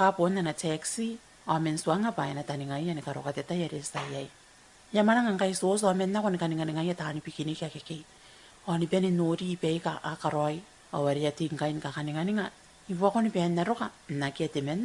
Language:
Gilbertese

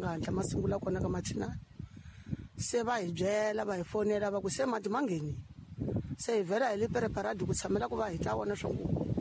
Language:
Tsonga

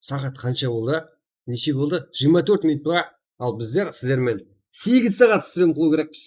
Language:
Kara-Kalpak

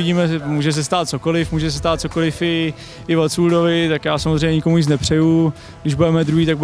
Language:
Czech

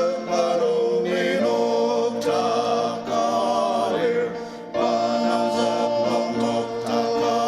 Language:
Ao Naga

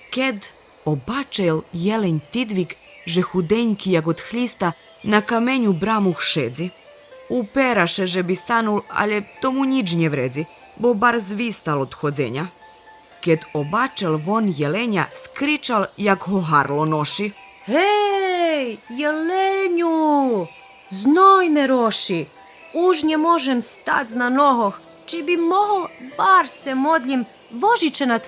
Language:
Rusyn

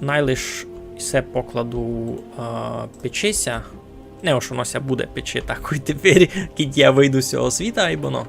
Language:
Rusyn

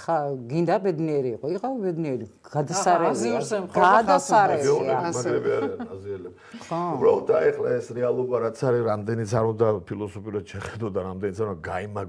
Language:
Georgian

